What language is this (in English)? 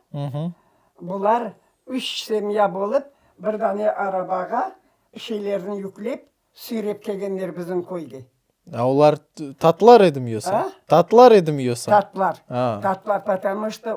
Crimean Tatar